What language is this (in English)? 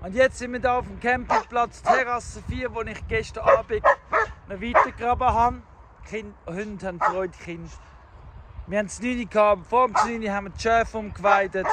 Swiss German